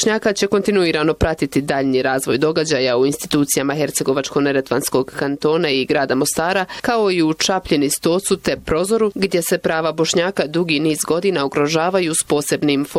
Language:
Bosnian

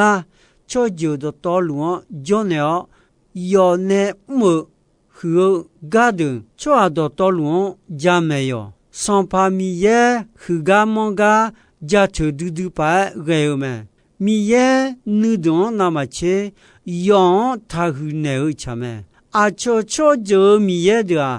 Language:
Akha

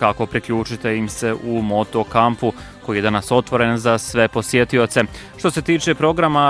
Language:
Bosnian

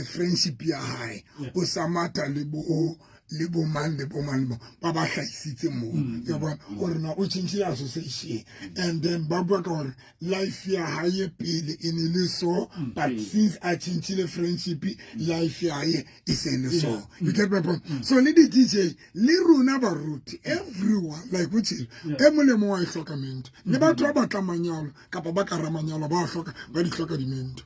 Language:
Southern Sotho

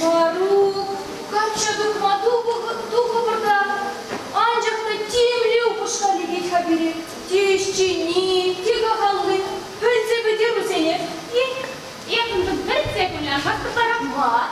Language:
Chuvash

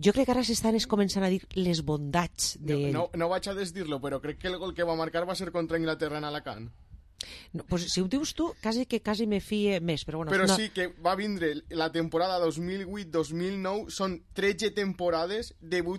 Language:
Catalan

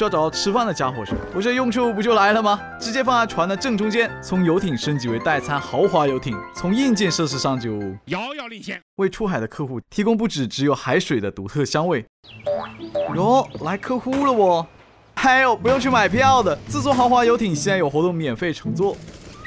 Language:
Chinese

